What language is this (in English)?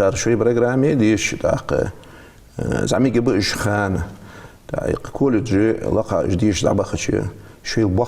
Ingush